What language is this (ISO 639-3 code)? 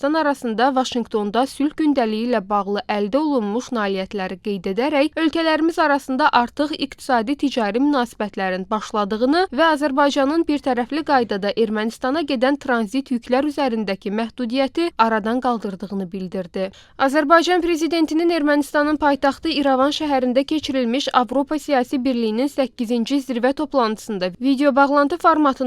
aze